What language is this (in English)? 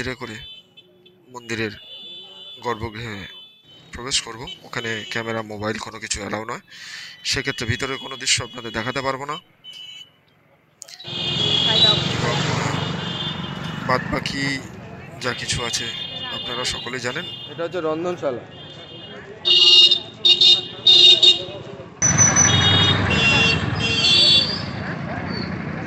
Bangla